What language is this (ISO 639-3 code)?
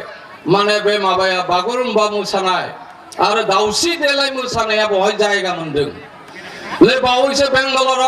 brx